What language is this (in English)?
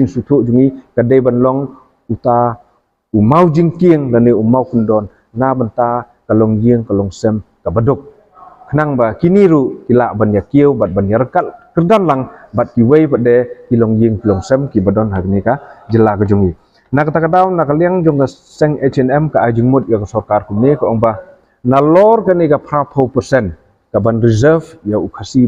Khasi